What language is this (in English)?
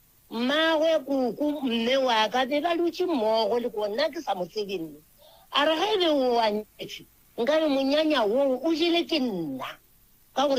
Northern Sotho